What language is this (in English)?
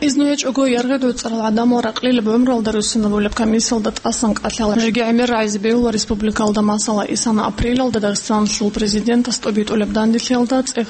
Avaric